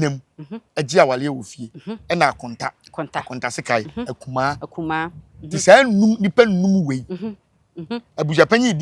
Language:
Akan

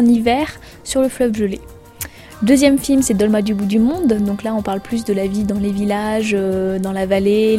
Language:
French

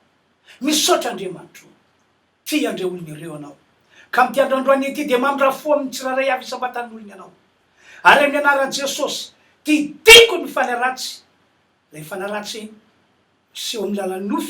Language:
Malagasy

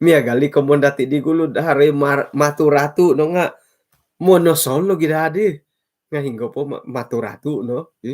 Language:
Central Dusun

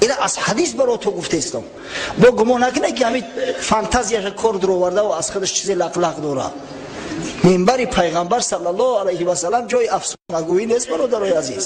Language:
Tajik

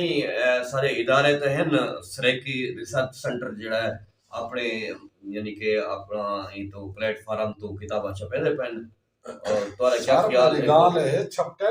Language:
Saraiki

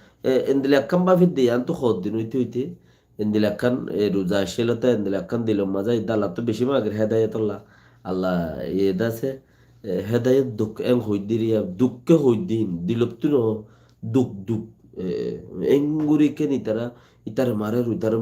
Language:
Rohingya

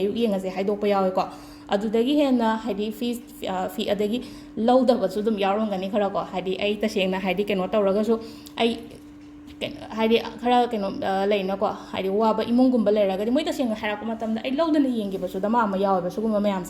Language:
Manipuri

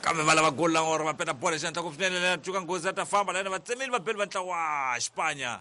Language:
Tsonga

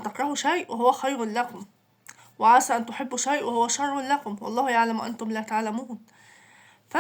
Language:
Egyptian Arabic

